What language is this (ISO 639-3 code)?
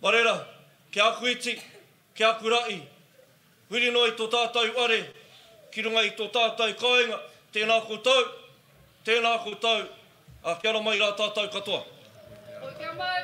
mri